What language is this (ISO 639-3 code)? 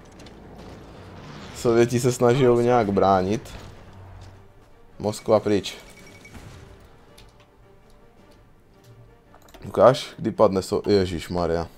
ces